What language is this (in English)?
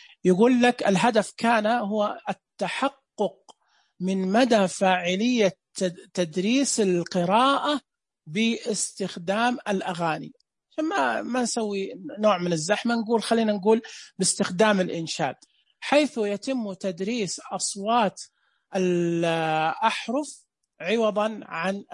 Najdi Arabic